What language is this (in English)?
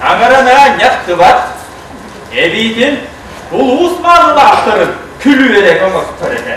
Yakut